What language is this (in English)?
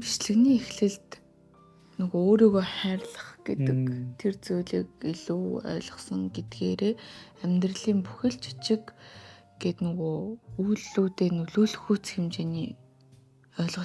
Mongolian